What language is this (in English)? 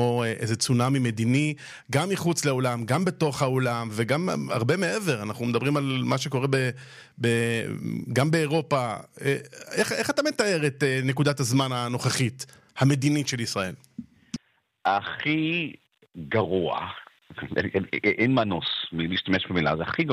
Hebrew